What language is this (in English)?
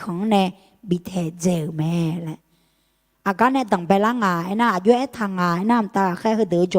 Akha